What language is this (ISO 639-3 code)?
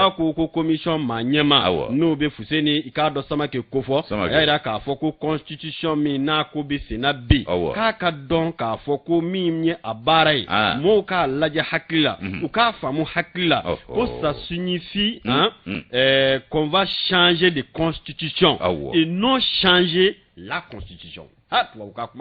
bam